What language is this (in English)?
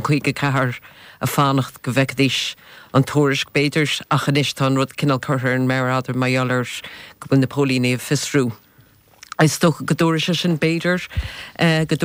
Irish